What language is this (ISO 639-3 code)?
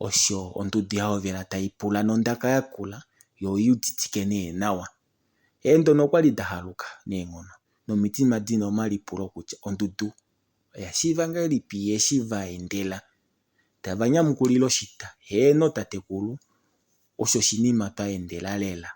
kua